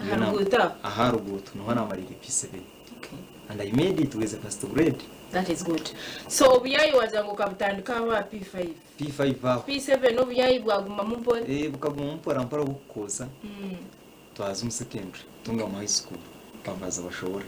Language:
Nyankole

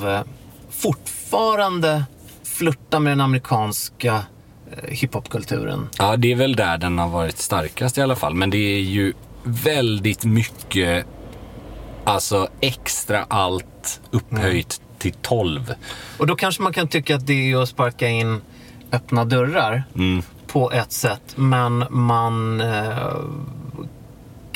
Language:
Swedish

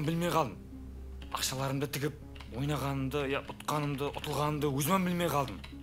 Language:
Kara-Kalpak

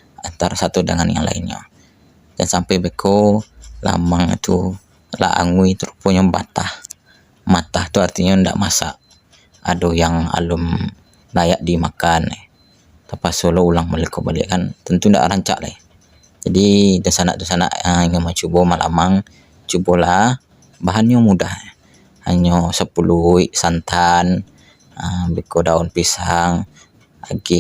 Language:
Minangkabau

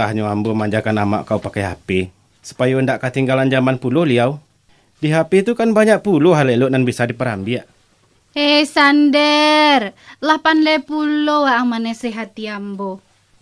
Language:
Minangkabau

